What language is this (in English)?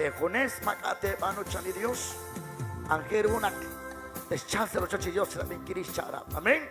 Kekchí